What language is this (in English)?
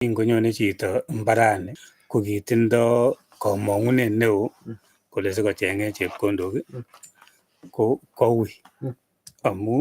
Kalenjin